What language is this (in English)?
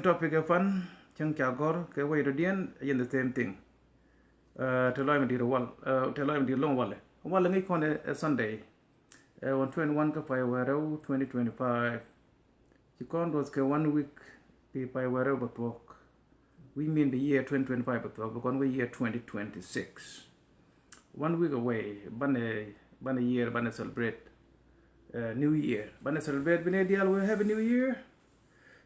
Nuer